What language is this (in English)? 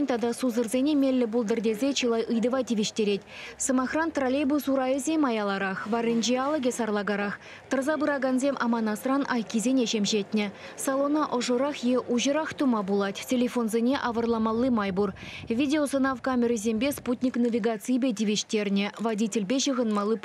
Chuvash